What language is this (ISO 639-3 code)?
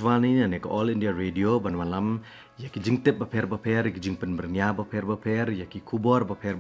kha